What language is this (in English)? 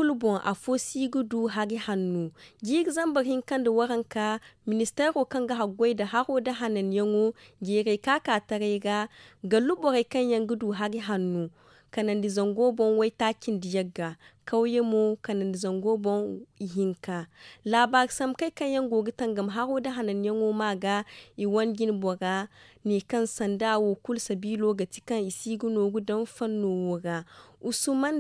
Zarma